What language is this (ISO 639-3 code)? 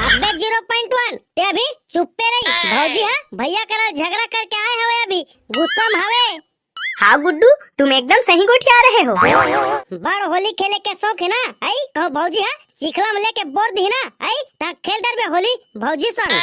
hne